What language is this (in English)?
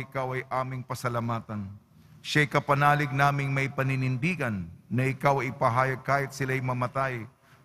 Filipino